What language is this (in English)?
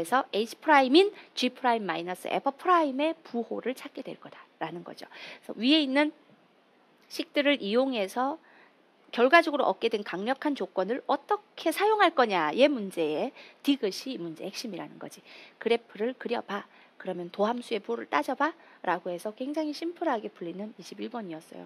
Korean